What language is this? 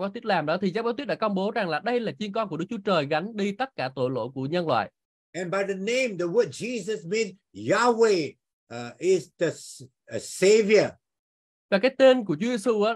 Vietnamese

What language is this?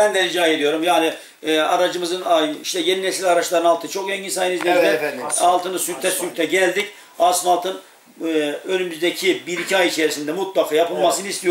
Turkish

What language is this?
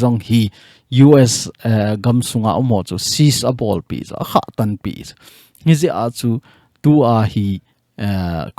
Thado Chin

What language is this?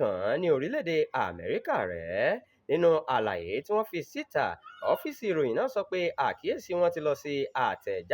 Yoruba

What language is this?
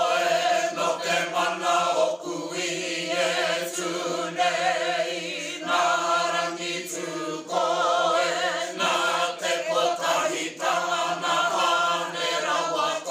Māori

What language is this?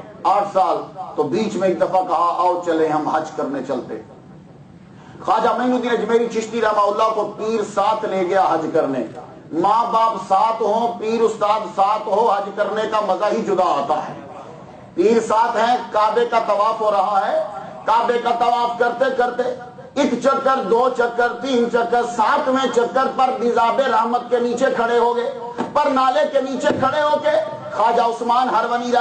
Urdu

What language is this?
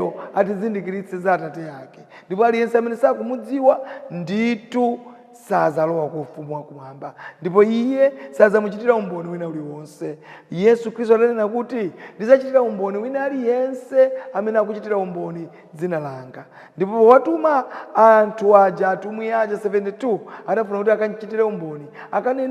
Nyanja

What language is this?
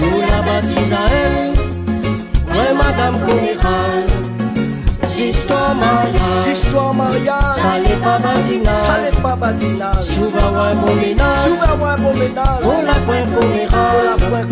Réunion Creole French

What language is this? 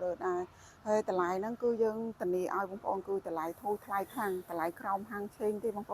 Khmer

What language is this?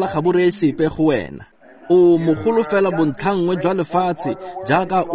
Tswana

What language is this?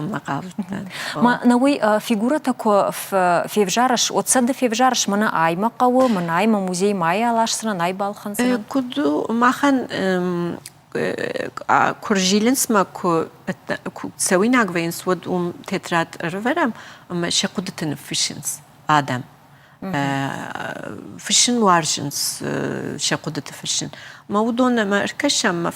Ossetic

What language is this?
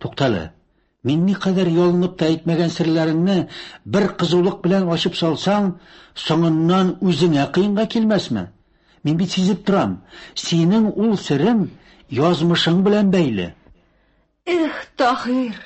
Tatar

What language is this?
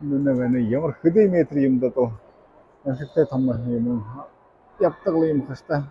Buriat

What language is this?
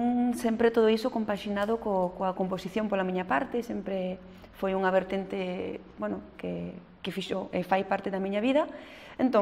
Galician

